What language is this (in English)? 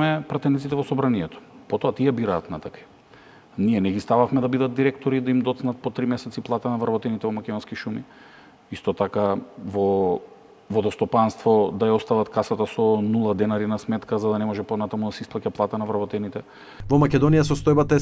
Macedonian